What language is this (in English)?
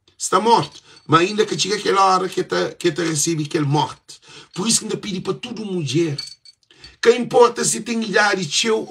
Kabuverdianu